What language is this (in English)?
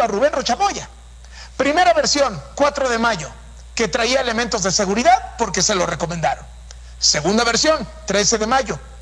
Spanish